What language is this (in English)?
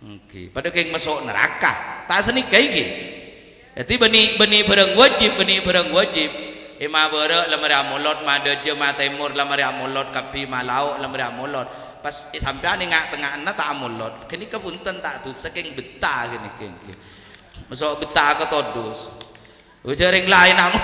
Madurese